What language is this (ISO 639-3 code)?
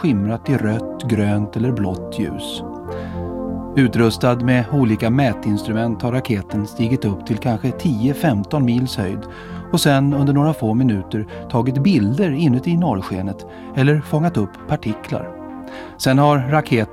swe